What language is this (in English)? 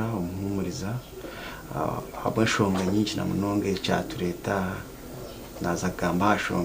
Nyankole